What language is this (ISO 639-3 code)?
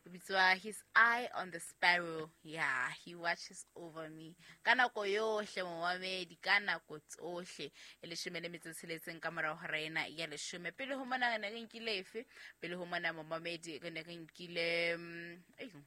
sot